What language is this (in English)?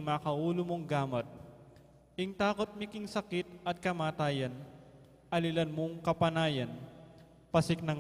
Pampanga